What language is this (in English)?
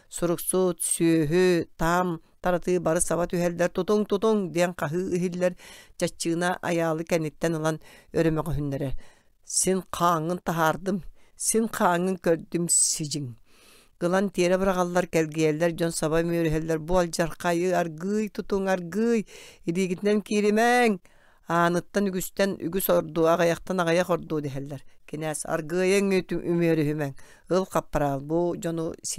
Yakut